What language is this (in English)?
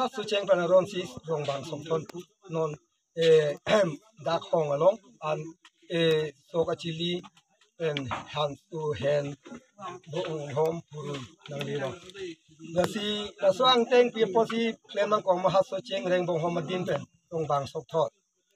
Karbi